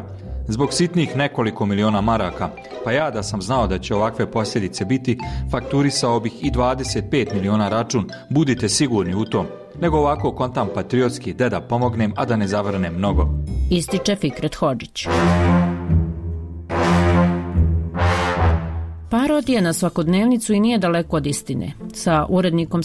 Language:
Bosnian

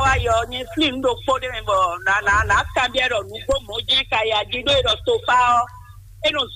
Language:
Fon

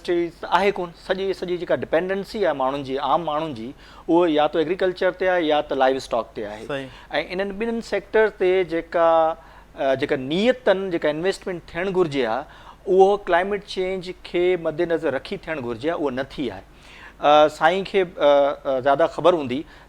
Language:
Sindhi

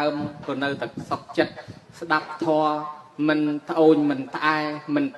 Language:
Khmer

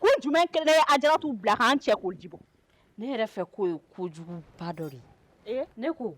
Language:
Bambara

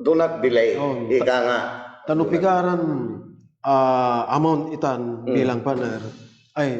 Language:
Pangasinan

